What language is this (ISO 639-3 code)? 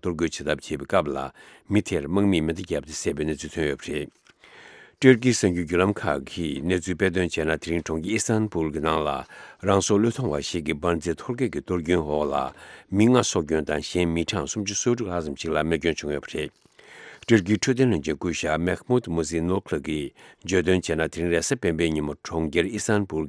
bod